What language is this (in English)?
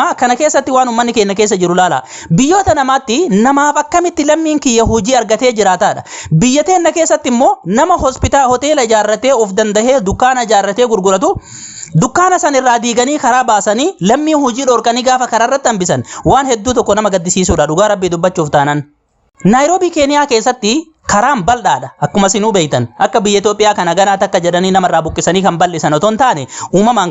Oromo